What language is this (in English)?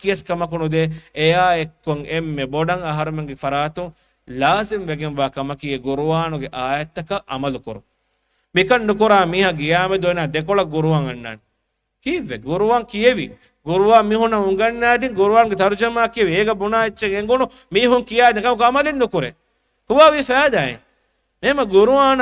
Divehi